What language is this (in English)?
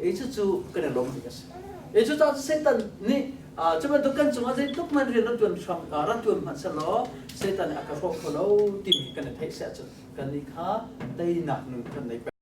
Hakha Chin